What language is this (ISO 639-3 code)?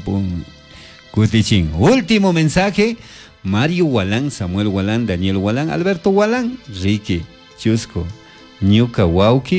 qug